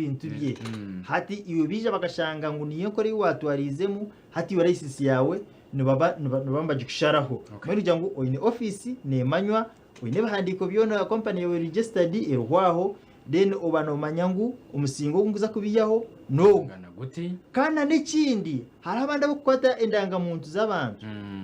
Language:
Nyankole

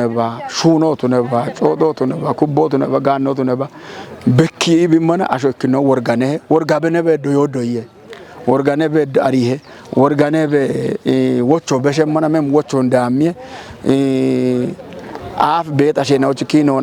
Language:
Kafa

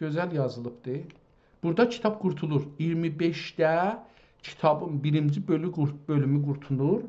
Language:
South Azerbaijani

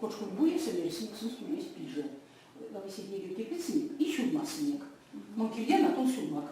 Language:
Erzya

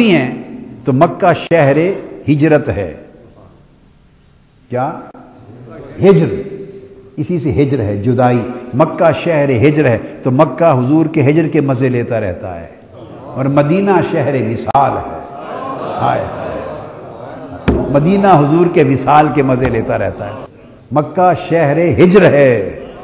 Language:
Urdu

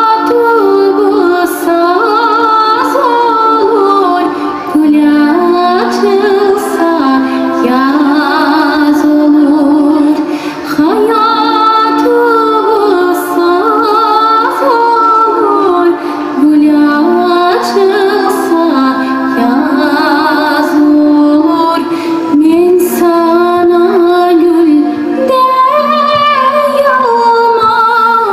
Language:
Crimean Tatar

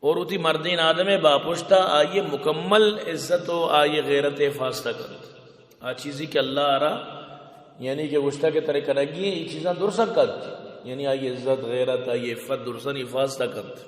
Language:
Baluchi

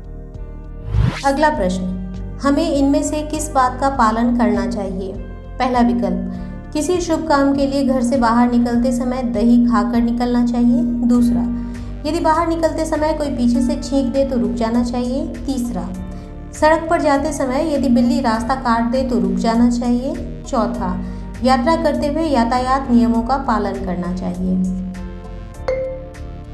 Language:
Hindi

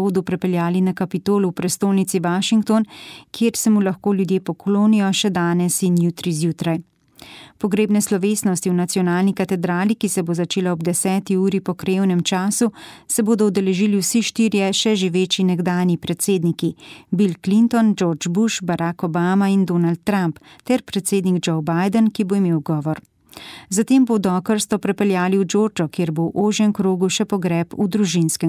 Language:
Slovenian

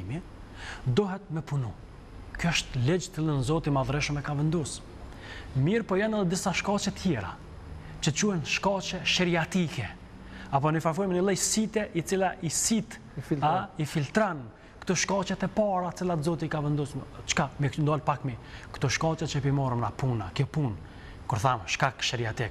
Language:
Albanian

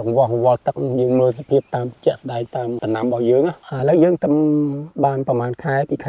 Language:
Khmer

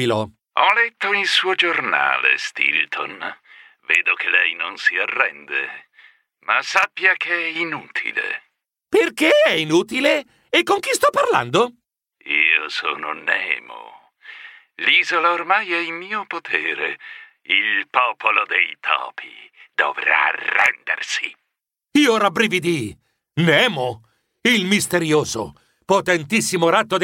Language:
Italian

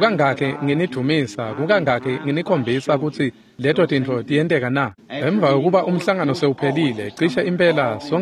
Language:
Swati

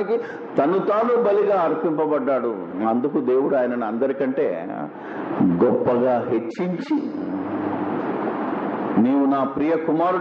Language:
Telugu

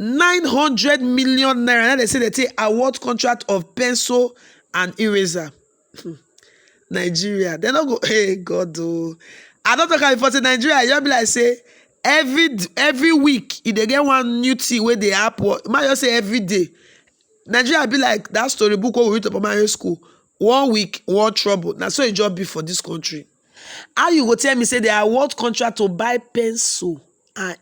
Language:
Nigerian Pidgin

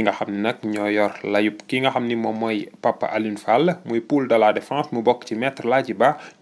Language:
Wolof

